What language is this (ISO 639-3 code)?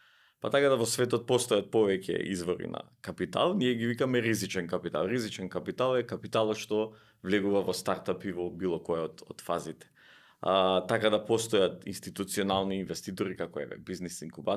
mkd